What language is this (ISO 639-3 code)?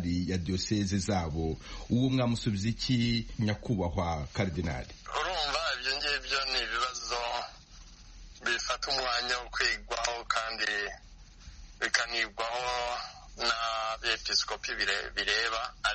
kin